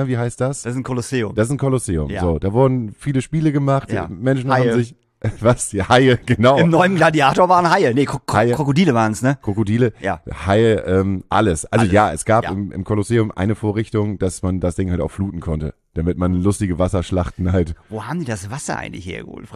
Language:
German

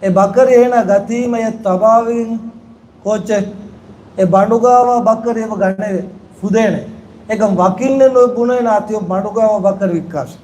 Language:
Divehi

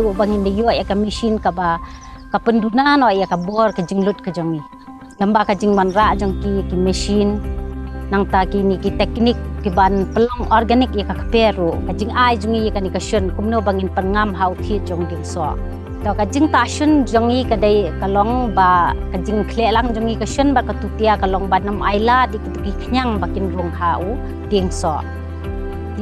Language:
Khasi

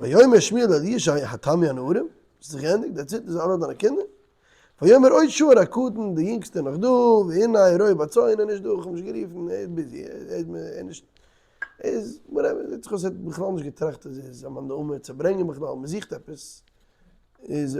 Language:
Yiddish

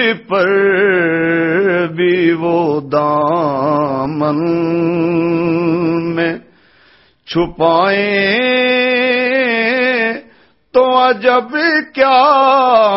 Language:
Urdu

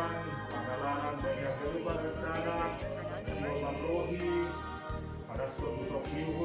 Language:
Batak Simalungun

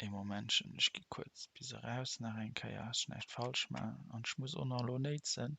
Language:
Luxembourgish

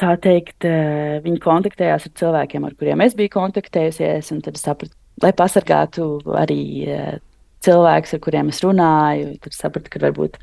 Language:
Latvian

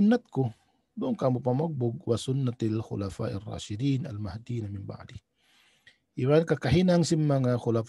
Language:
Tausug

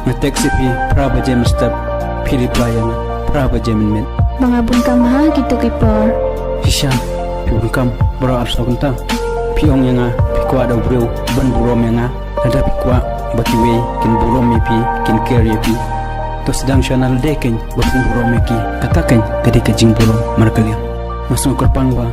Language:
Khasi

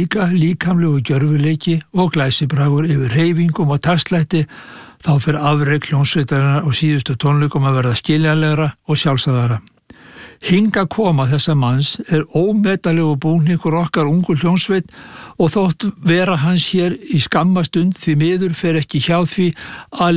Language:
Icelandic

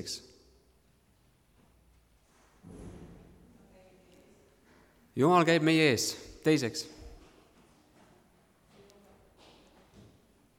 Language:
Estonian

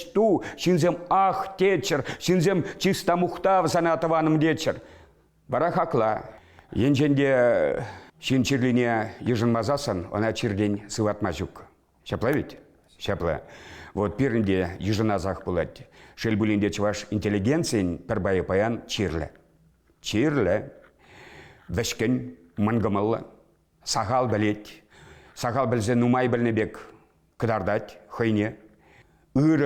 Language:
Chuvash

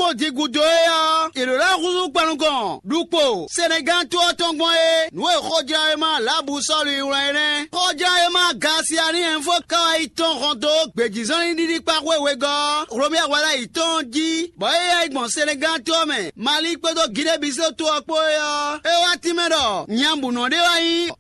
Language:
Fon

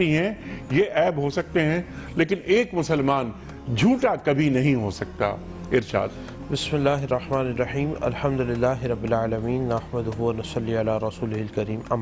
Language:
Urdu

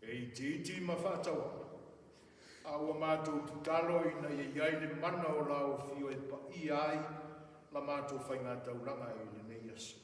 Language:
Samoan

